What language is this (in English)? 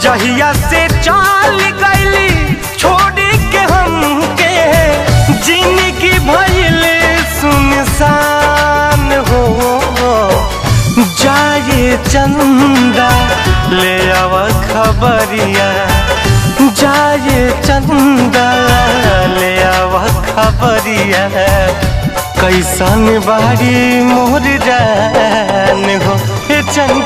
Bhojpuri